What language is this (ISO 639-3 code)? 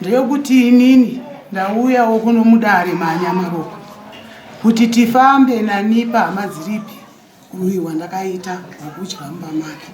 sna